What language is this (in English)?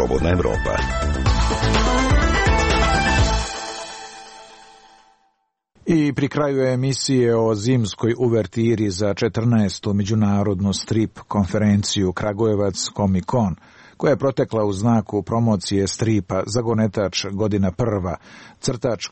Serbian